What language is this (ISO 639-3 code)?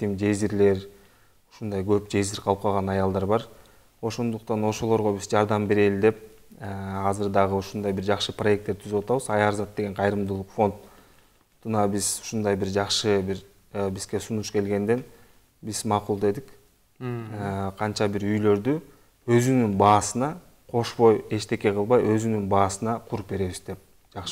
kir